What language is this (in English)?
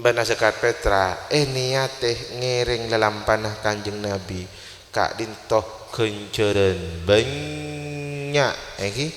Madurese